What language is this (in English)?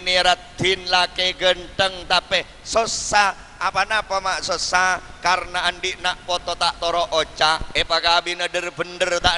Madurese